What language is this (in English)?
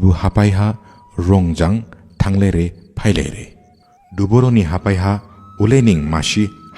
Dimasa